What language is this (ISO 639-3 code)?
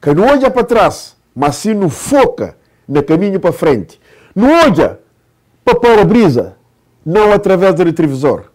kea